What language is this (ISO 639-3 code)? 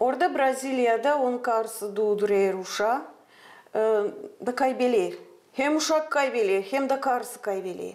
gag